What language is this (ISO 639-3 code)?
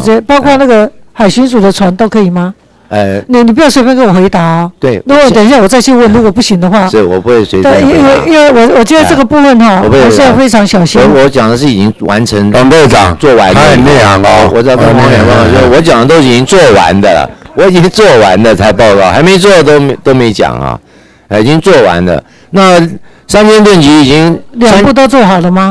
zho